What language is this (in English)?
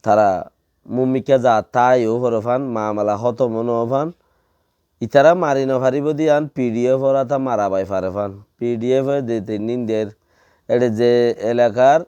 Rohingya